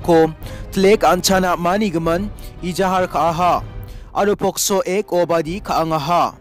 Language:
Garo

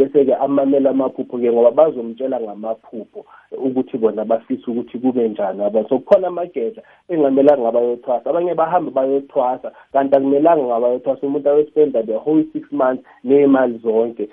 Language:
South Ndebele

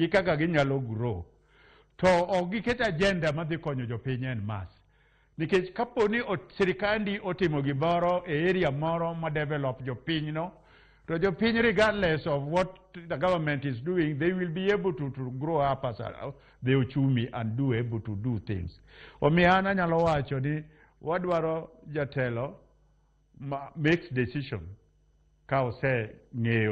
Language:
Luo (Kenya and Tanzania)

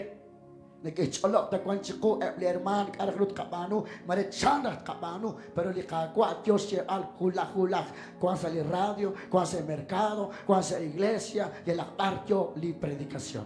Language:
Kekchí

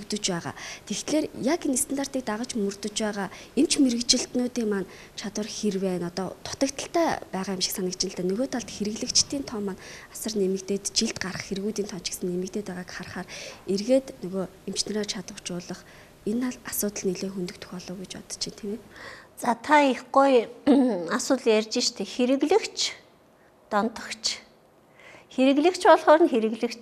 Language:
Mongolian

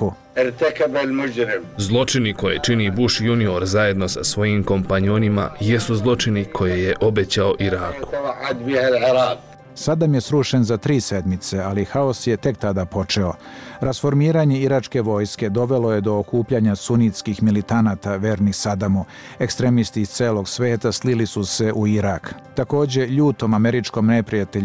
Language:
Bosnian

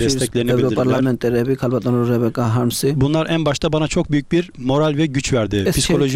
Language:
Georgian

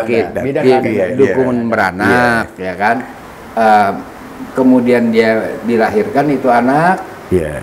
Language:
Betawi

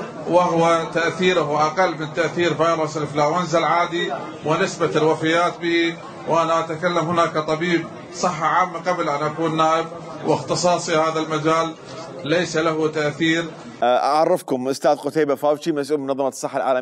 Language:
Mesopotamian Arabic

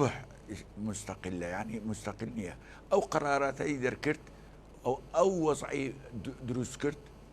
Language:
Central Kurdish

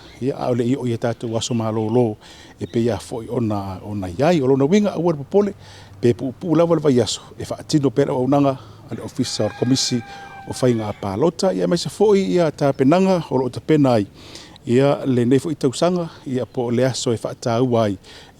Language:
Samoan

